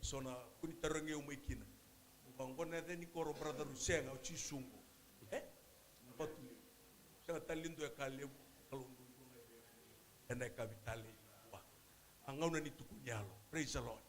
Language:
Fijian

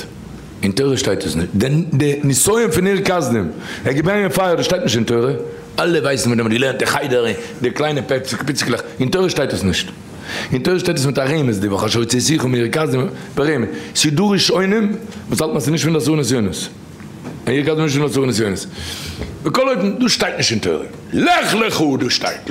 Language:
Yiddish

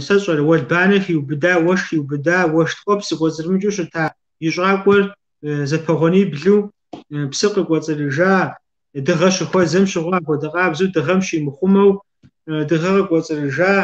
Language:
Kabardian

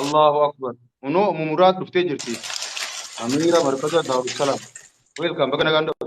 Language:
Oromo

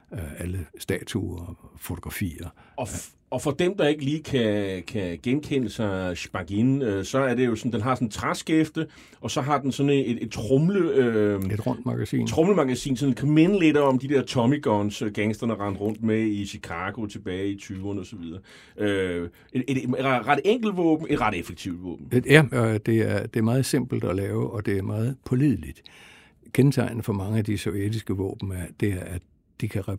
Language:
Danish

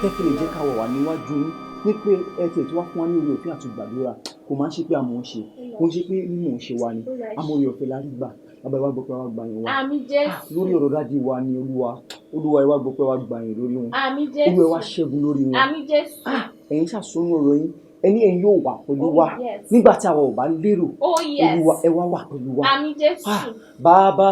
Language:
Yoruba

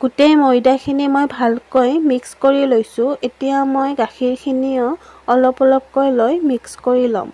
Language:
Assamese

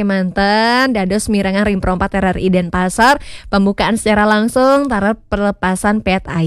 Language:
Balinese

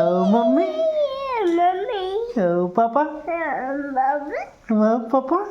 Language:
Chhattisgarhi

